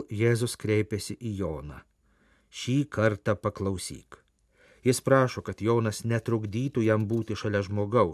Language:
Lithuanian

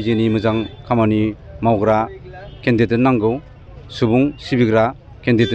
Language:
Bodo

